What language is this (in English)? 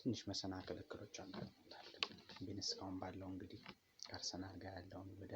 Amharic